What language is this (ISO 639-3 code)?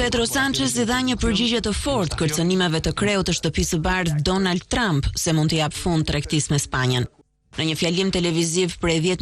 sqi